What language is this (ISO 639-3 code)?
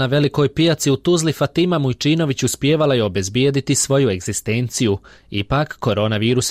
bos